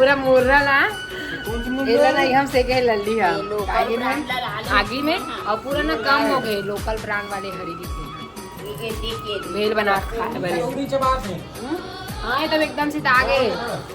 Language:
Chhattisgarhi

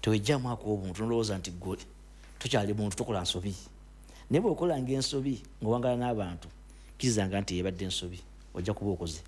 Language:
Ganda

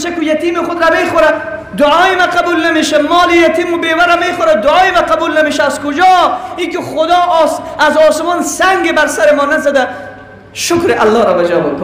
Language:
Persian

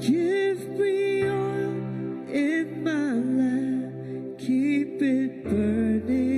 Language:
Iban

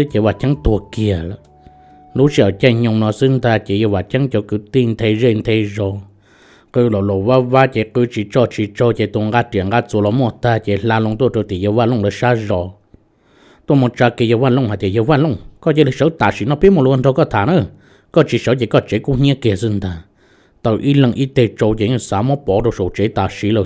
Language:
Hmong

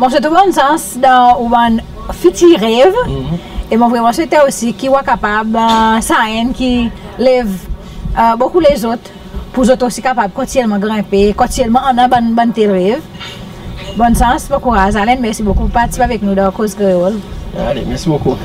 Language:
Seselwa Creole French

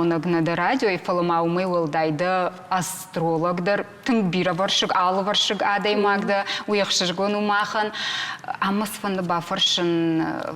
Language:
Ossetic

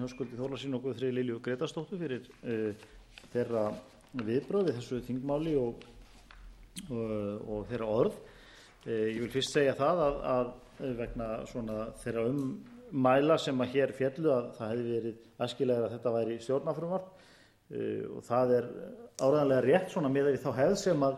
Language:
Icelandic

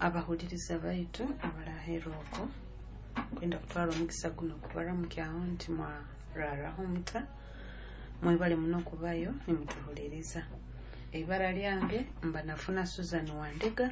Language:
Nyoro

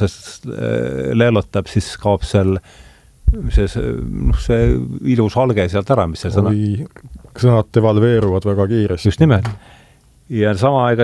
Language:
Estonian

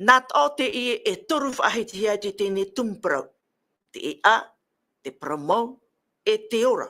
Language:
Tahitian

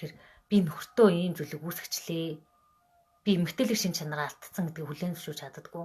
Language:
Mongolian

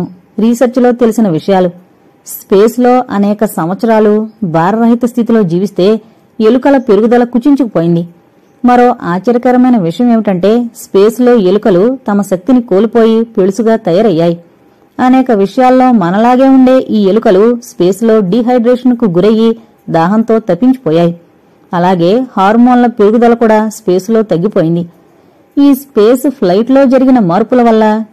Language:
Telugu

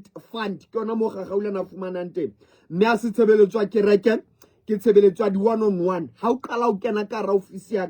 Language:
Southern Sotho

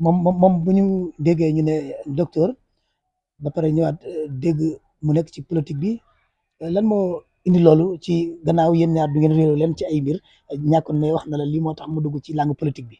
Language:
Wolof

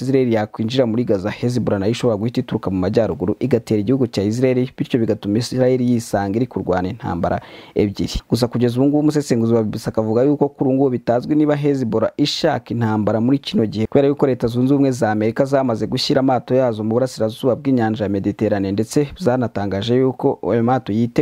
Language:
Kinyarwanda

